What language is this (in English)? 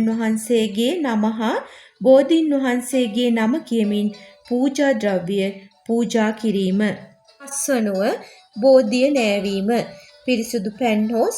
Sinhala